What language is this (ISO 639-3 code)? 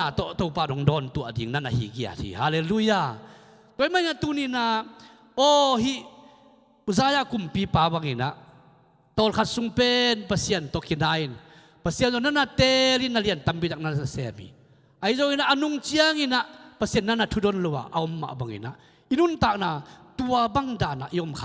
ctd